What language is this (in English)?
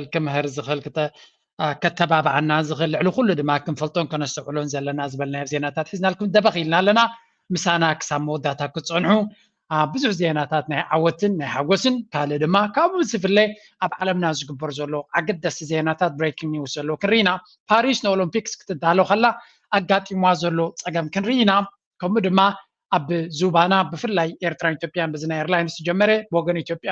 Tigrinya